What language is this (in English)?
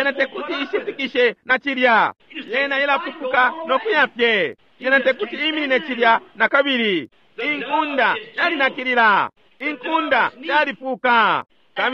Bemba